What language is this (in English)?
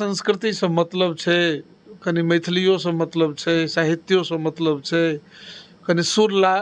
Maithili